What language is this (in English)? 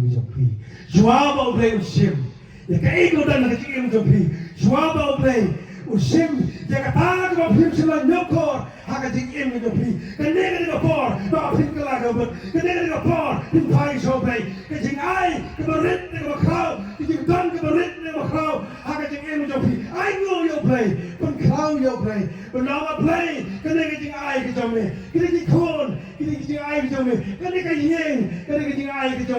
Khasi